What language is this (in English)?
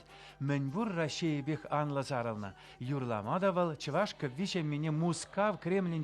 Chuvash